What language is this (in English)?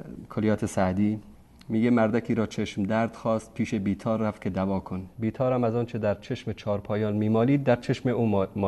Persian